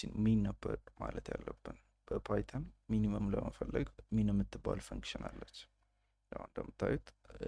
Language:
Amharic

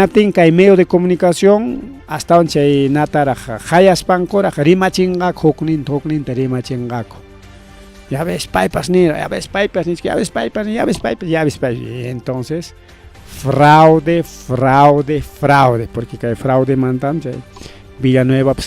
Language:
Ayacucho Quechua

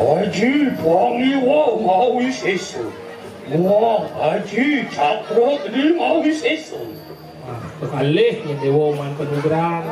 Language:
Balinese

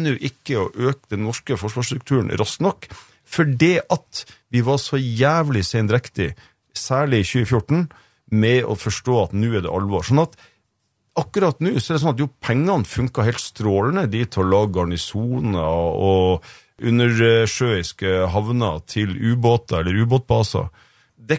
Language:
Norwegian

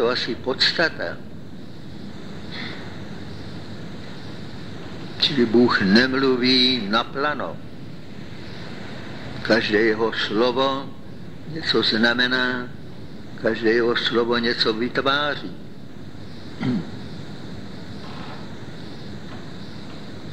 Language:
Czech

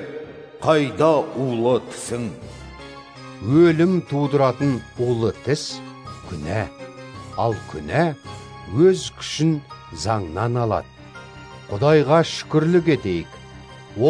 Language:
Kazakh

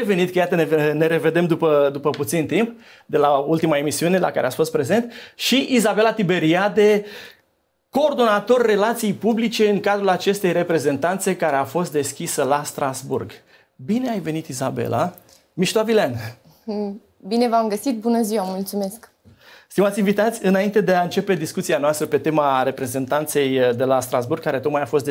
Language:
Romanian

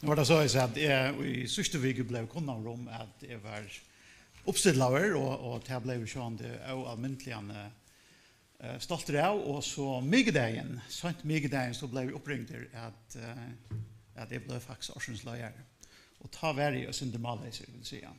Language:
Faroese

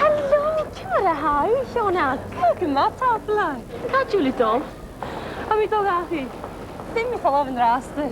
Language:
Scottish Gaelic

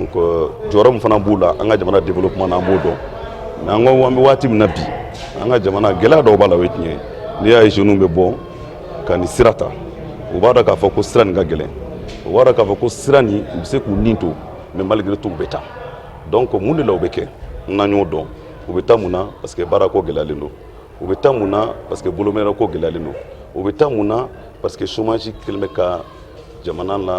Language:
Bambara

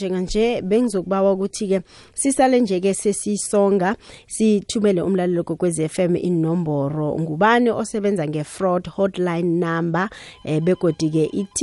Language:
South Ndebele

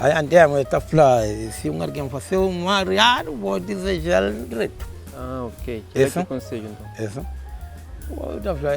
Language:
Kabuverdianu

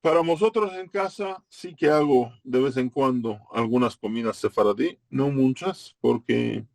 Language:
Ladino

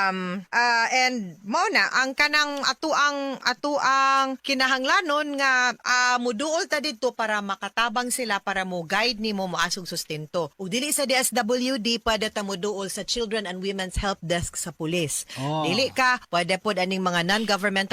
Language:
Cebuano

